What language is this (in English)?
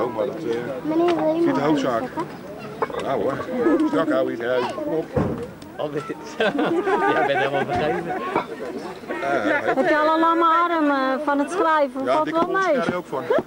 Dutch